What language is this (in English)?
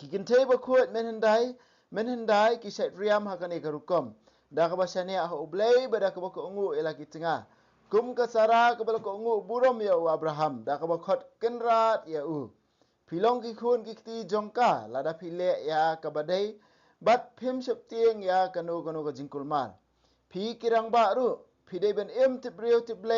Khasi